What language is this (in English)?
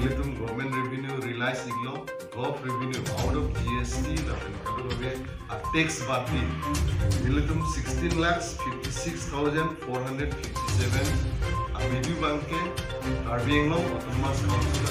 Karbi